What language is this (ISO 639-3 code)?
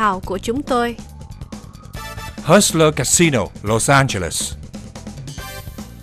vie